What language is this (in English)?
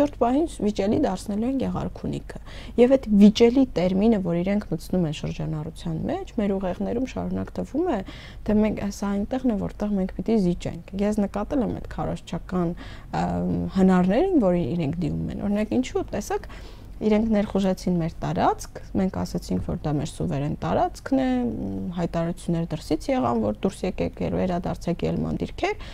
Armenian